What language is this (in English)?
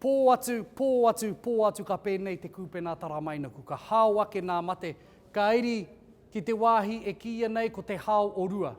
Māori